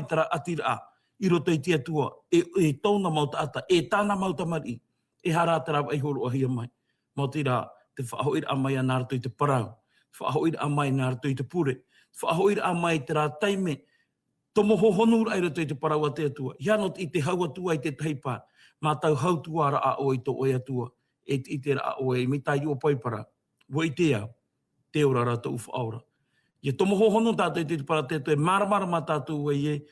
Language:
Tahitian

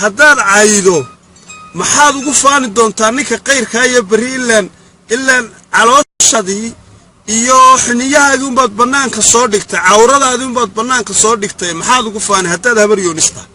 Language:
Somali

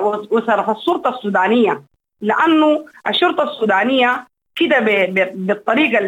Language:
Sudanese Arabic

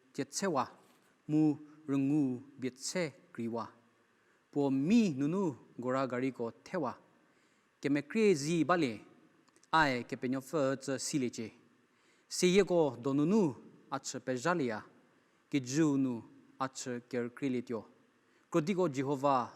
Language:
Angami Naga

